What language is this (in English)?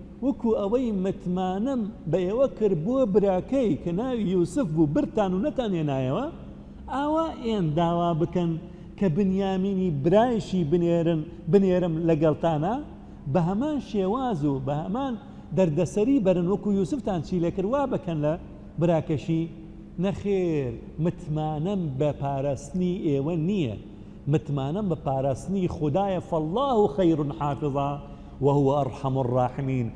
Central Kurdish